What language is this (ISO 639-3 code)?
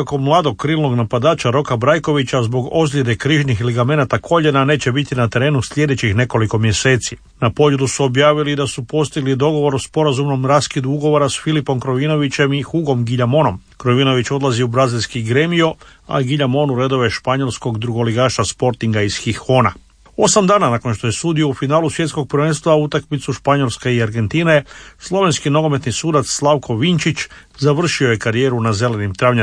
hrv